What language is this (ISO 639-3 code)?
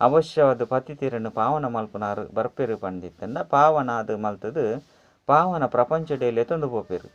tcy